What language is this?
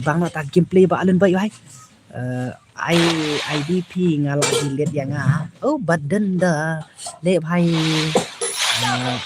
Khasi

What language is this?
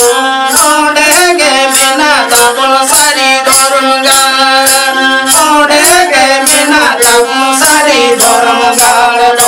Santali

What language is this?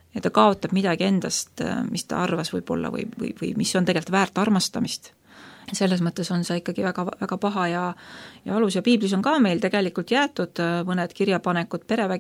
Estonian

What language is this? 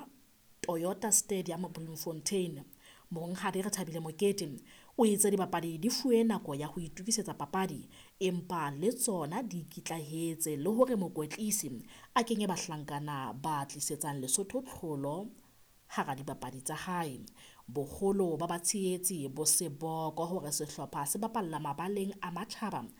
Southern Sotho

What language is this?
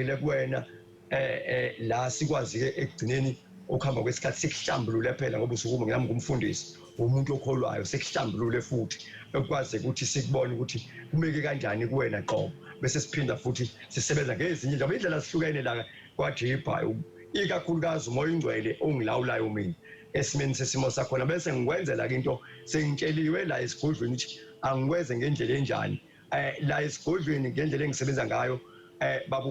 Zulu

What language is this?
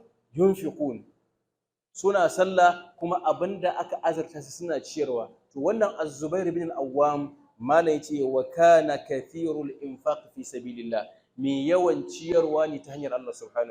Hausa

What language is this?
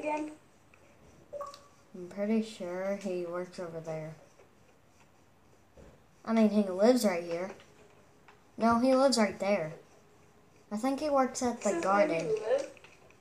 English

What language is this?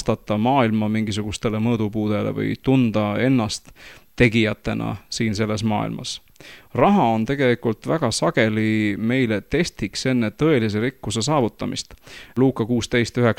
Estonian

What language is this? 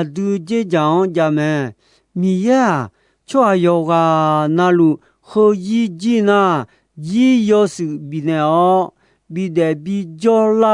Akha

